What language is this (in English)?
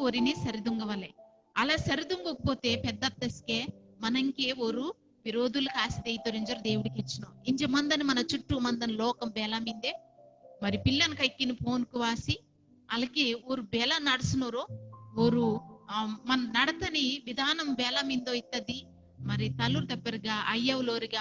Koya